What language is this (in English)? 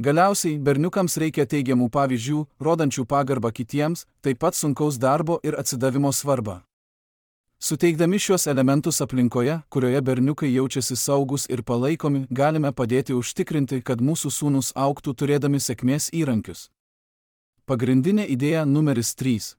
Lithuanian